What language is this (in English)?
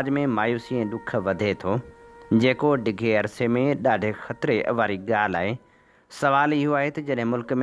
Sindhi